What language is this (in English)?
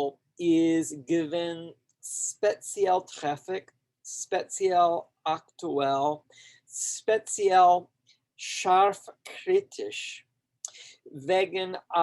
Yiddish